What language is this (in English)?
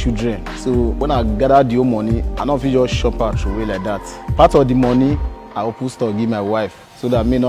Nigerian Pidgin